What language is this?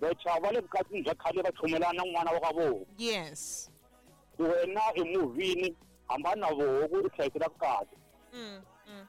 Tsonga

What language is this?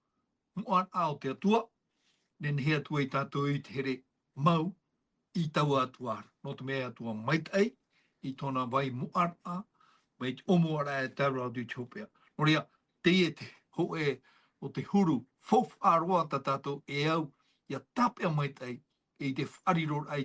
Tahitian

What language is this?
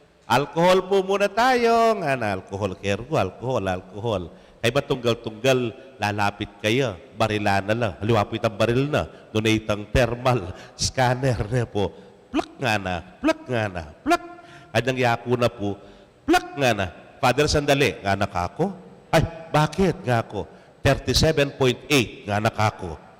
Pampanga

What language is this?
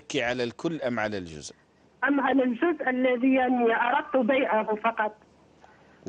Algerian Arabic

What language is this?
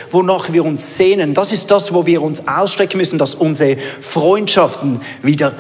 Swiss German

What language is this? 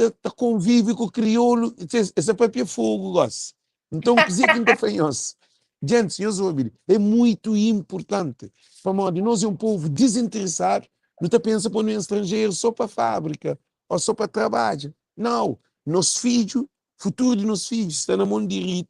Kabuverdianu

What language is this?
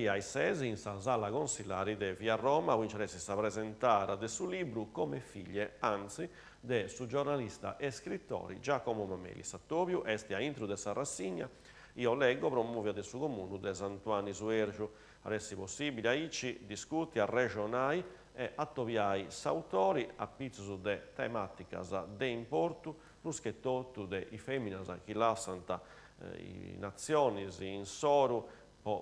Sardinian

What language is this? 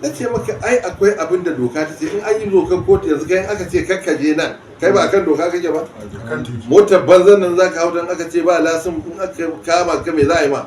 Hausa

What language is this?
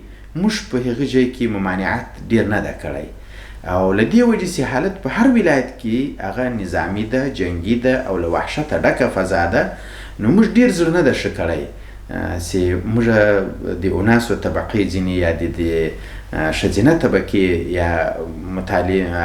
Pashto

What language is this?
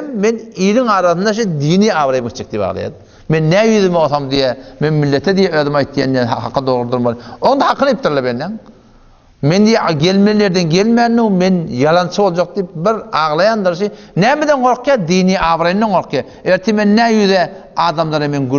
Turkmen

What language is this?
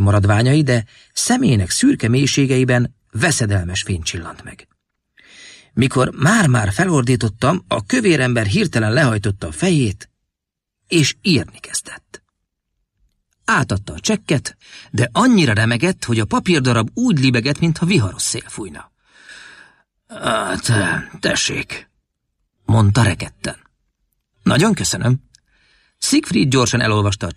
Hungarian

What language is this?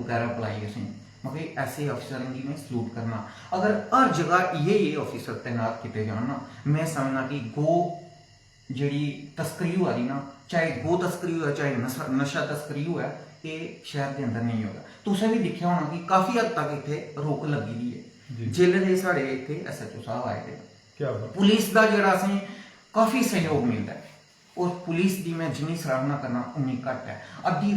Dogri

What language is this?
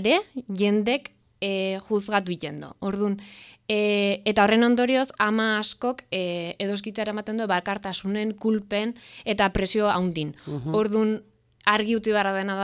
Basque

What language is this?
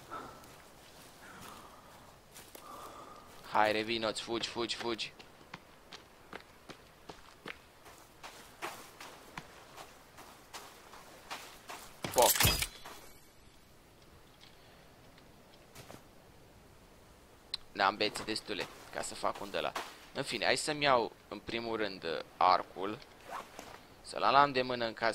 Romanian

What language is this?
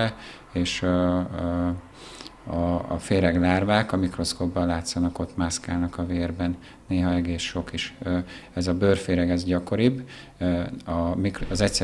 Hungarian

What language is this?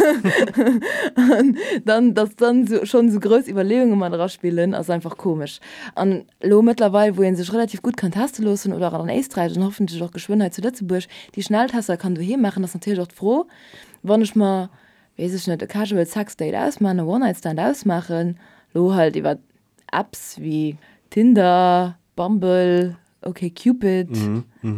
Luxembourgish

